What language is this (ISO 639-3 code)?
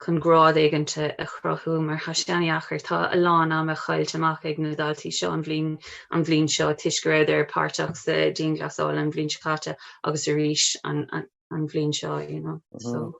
gle